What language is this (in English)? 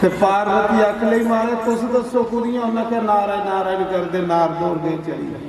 Dogri